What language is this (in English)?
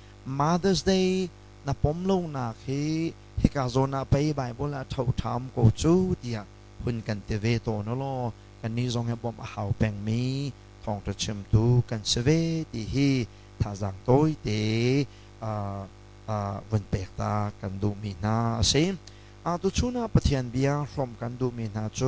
Hakha Chin